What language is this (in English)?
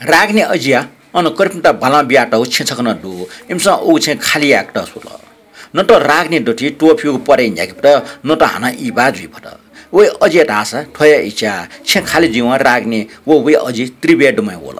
Newari